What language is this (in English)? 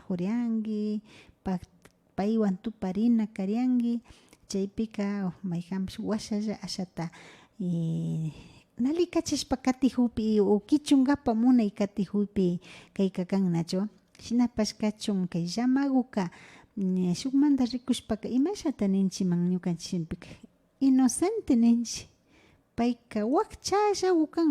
Imbabura Highland Quichua